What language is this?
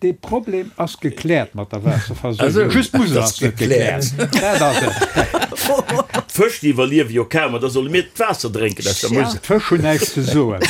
Luxembourgish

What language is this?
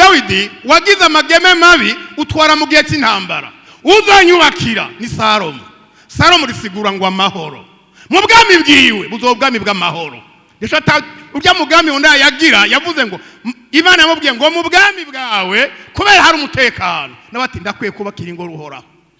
Rundi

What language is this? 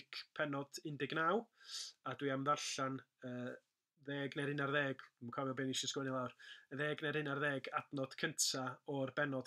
Welsh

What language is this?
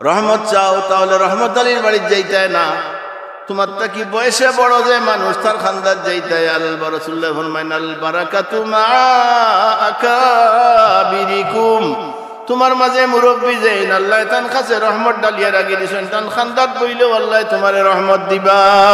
Sylheti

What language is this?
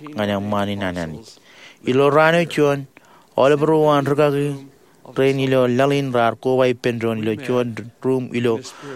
Marshallese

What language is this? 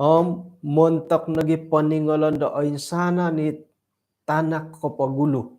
Central Dusun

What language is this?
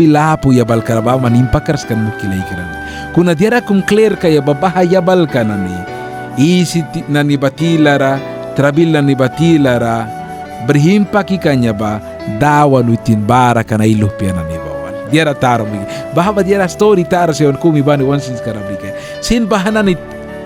Mískito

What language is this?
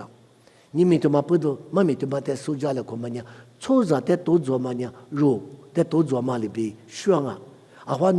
Lisu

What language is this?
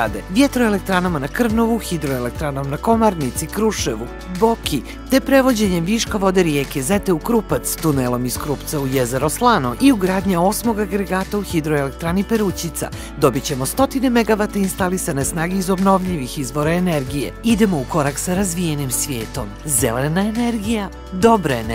Serbian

